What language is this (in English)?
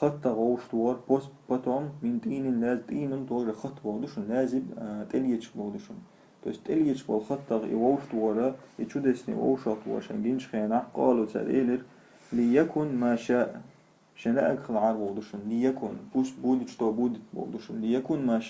Chechen